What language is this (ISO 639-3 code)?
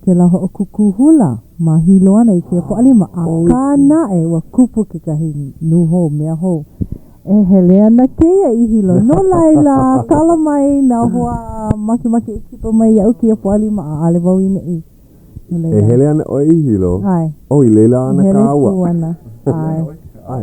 haw